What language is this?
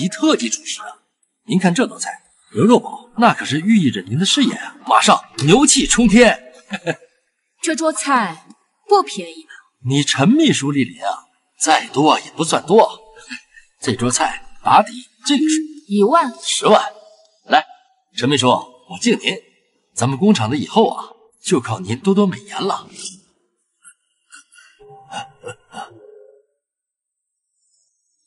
Chinese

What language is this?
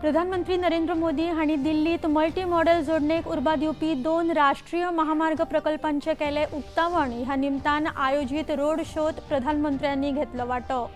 Konkani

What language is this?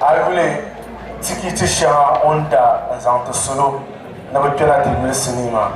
Dagbani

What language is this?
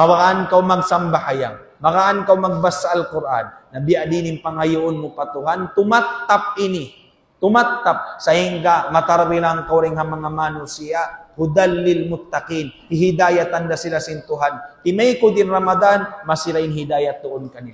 Tausug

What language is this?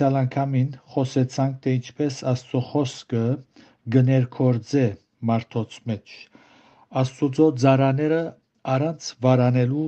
Armenian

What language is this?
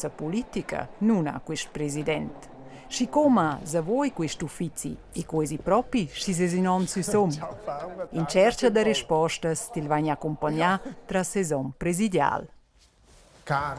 Romansh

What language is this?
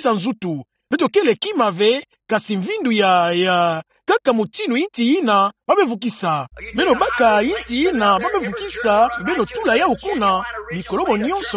Kituba (Democratic Republic of Congo)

